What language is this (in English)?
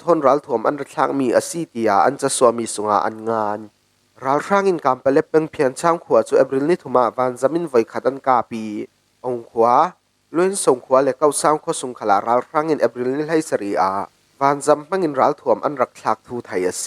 Falam Chin